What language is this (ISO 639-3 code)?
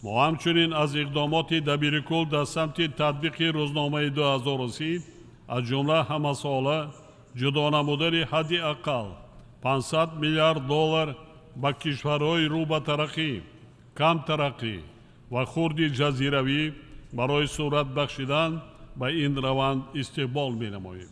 tgk